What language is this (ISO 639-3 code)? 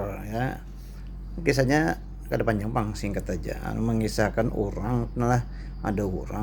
bjn